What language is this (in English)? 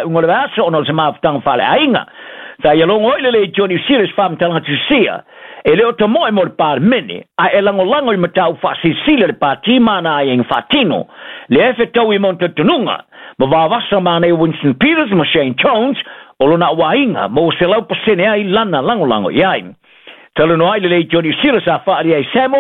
Samoan